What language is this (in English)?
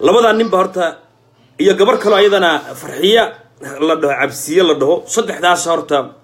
Somali